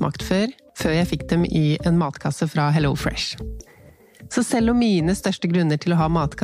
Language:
Norwegian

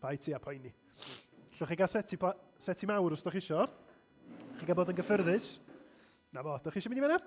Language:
Welsh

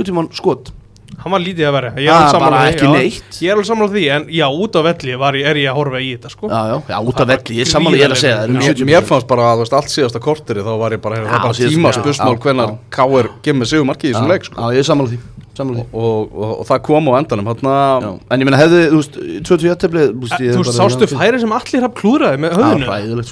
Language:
Icelandic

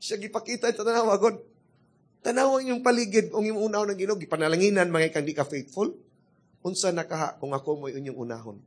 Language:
Cebuano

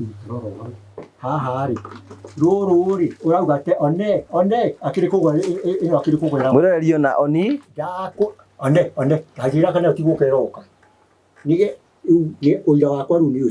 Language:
Kikuyu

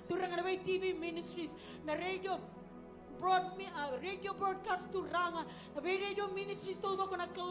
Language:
Fijian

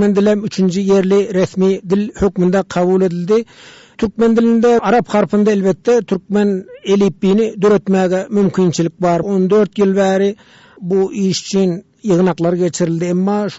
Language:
Turkmen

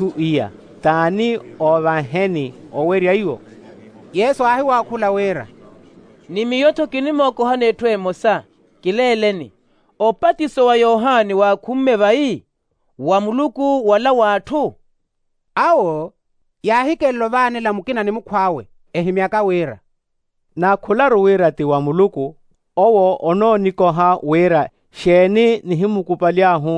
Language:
Makhuwa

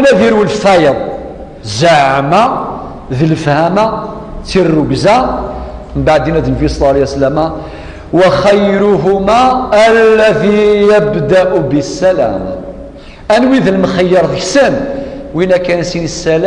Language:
Kabyle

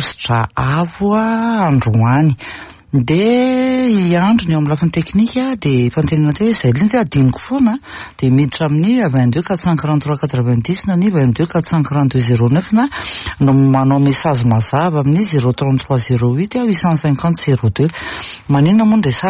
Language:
Malagasy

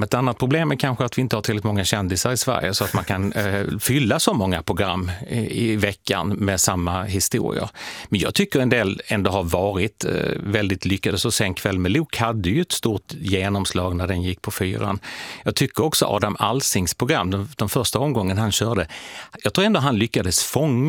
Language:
Swedish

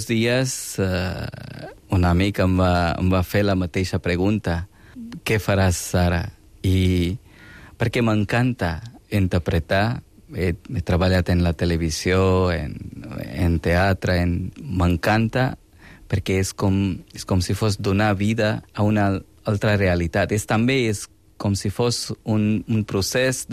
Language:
Catalan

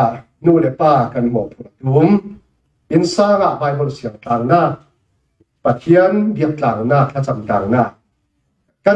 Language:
Falam Chin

